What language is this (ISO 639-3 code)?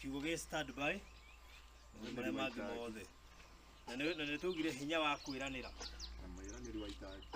kik